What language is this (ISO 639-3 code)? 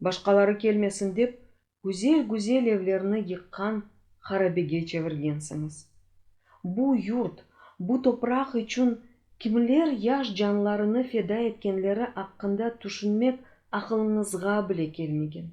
crh